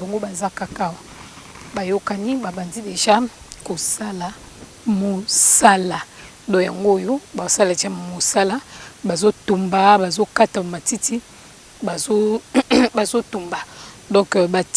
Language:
Lingala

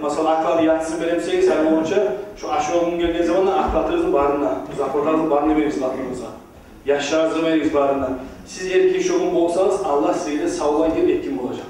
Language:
Kumyk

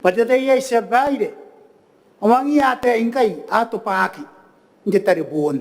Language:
Gilbertese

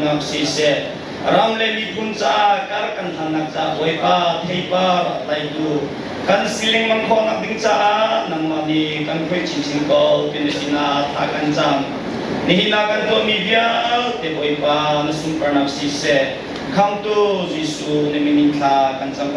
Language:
Hakha Chin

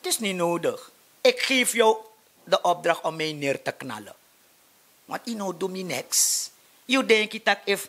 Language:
Sranan Tongo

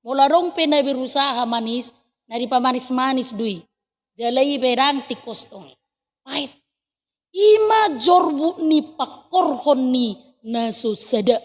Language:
Batak Toba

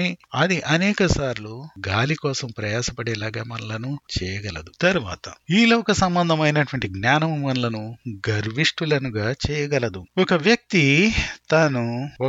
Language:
Telugu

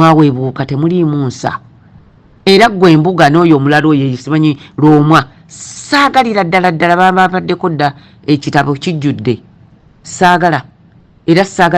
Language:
Ganda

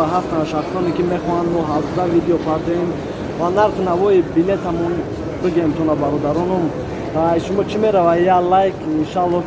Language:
Tajik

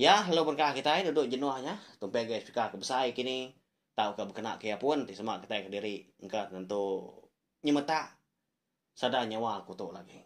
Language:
Iban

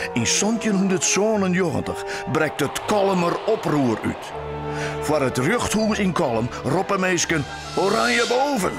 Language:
Western Frisian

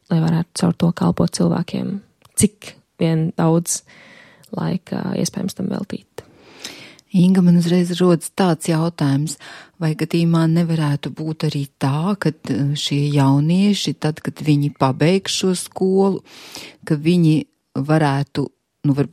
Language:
Latvian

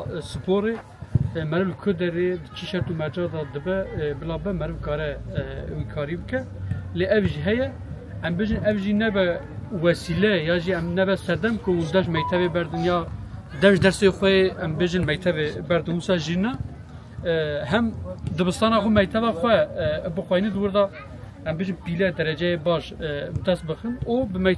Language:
Kurdish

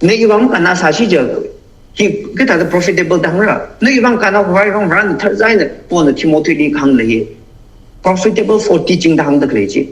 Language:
Tangkhul Naga (India)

